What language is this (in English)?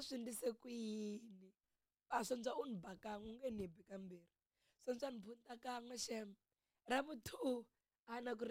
Tsonga